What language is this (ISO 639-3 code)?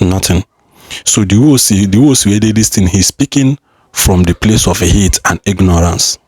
ibo